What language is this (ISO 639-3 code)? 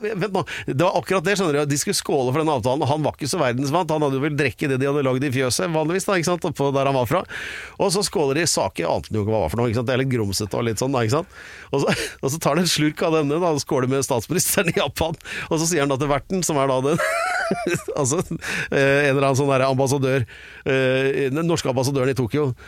nor